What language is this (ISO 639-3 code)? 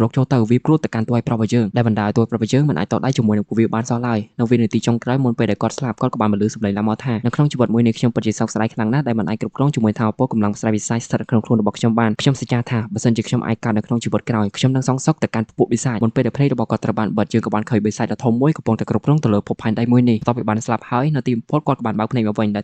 khm